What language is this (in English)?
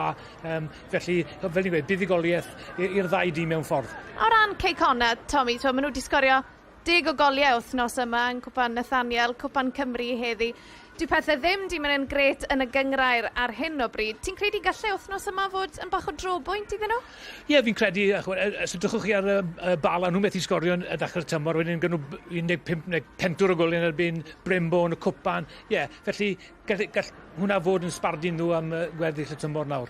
Welsh